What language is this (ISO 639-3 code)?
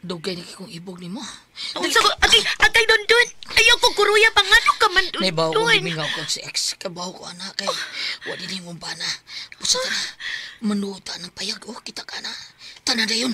ceb